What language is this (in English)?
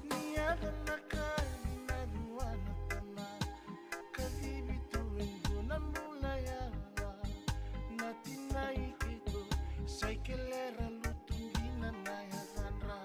Fijian